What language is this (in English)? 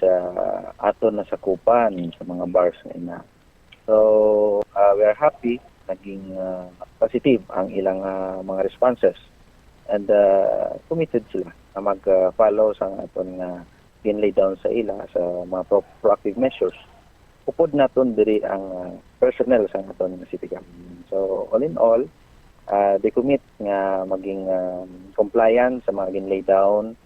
Hiligaynon